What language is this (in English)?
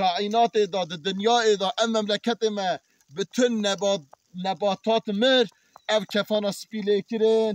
Kurdish